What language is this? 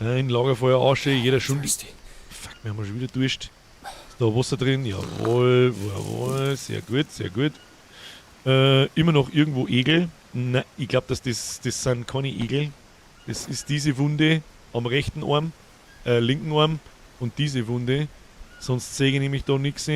Bavarian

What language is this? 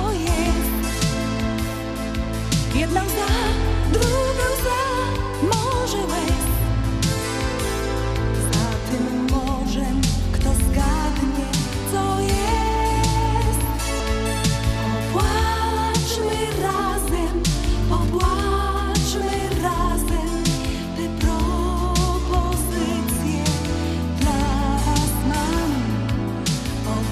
Polish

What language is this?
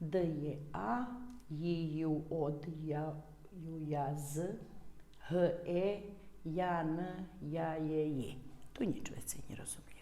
Rusyn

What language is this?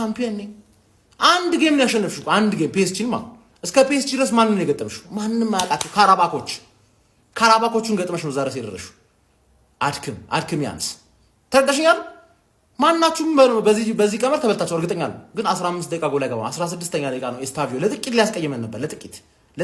Amharic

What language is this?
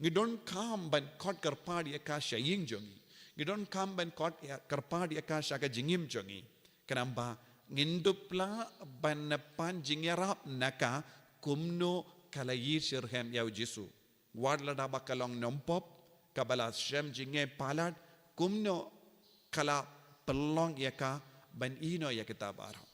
Khasi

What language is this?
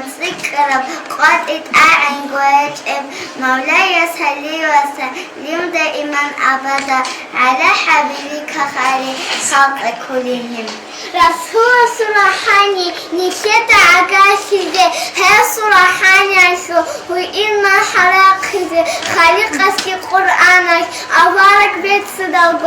Avaric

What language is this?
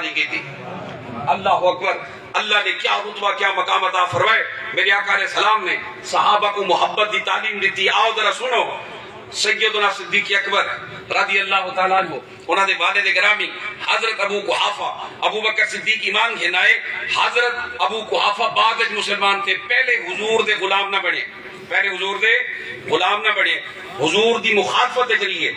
Saraiki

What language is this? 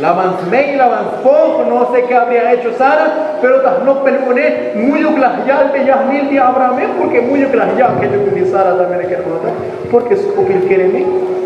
Tzotzil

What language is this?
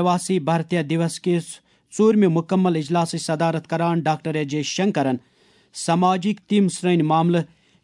Kashmiri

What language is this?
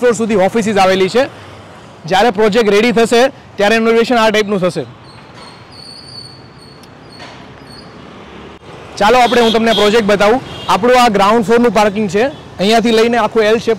Gujarati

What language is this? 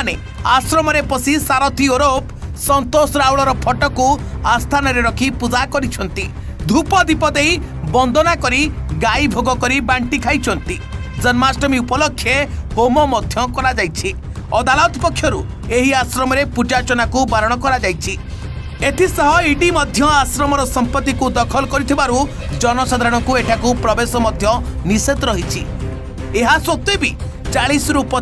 Odia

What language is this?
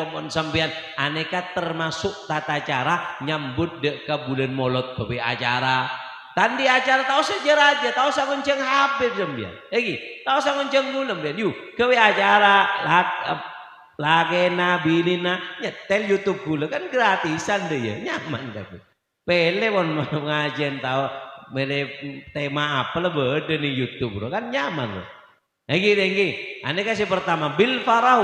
Madurese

